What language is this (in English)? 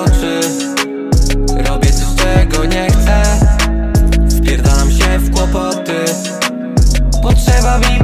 Polish